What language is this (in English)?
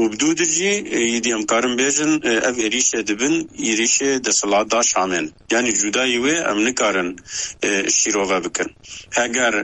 Kurdish